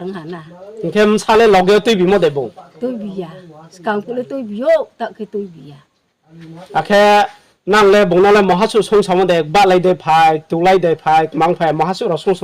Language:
Riang (India)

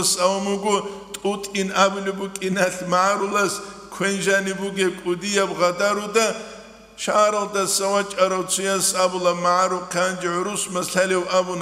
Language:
Avaric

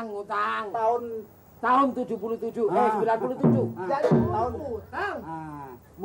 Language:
Betawi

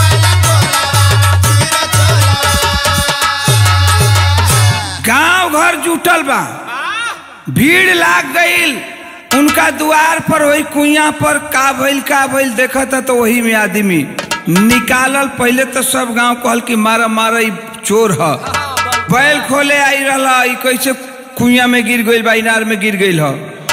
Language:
Bhojpuri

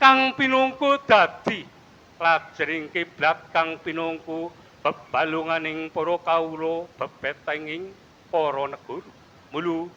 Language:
Javanese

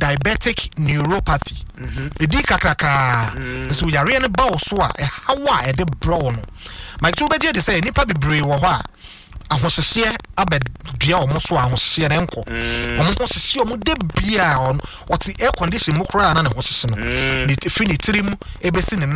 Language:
Akan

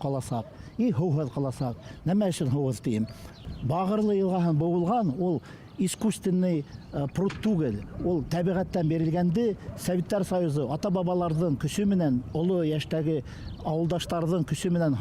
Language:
Bashkir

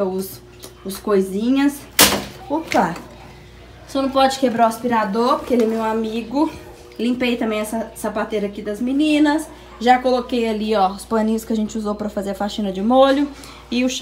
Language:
Portuguese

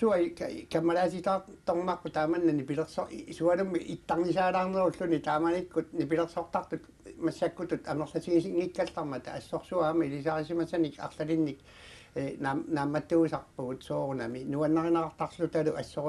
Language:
Kalaallisut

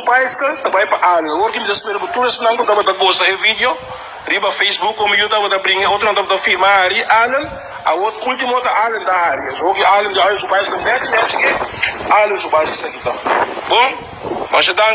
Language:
Papiamento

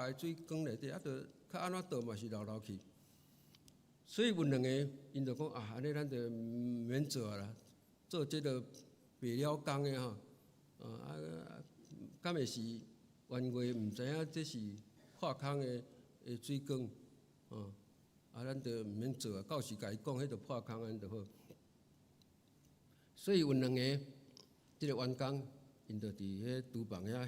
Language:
Min Nan Chinese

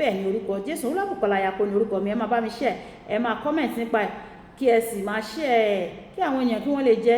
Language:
Yoruba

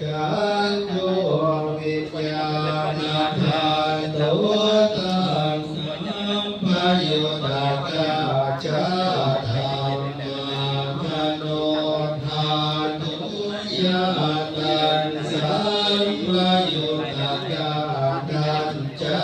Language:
Pali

